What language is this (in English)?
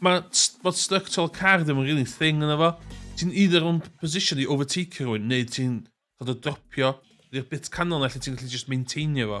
Welsh